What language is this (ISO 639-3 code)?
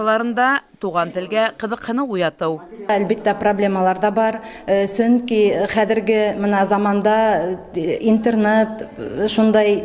bak